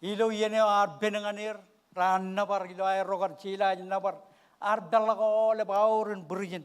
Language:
Marshallese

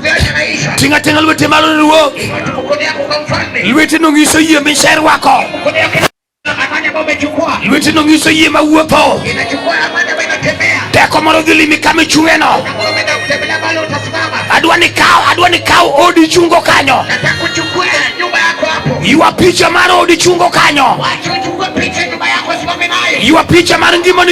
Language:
Luo (Kenya and Tanzania)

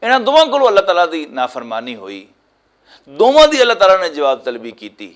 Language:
Western Panjabi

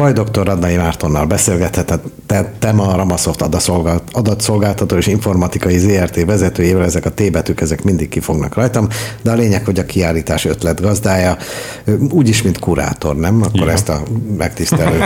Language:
Hungarian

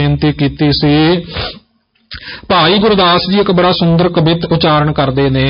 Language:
Punjabi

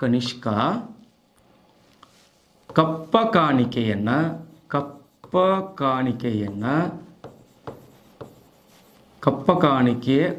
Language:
Kannada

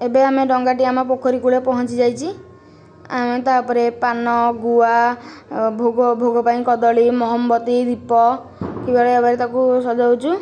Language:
Odia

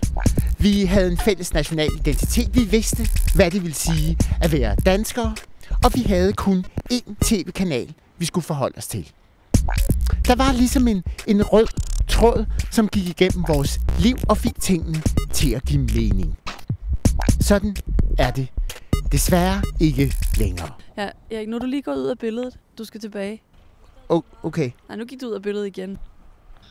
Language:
Danish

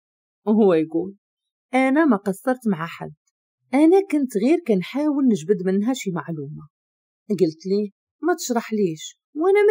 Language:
Moroccan Arabic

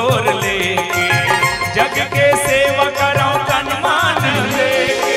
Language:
Chhattisgarhi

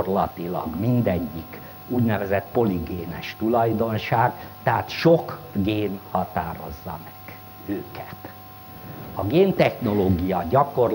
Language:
Hungarian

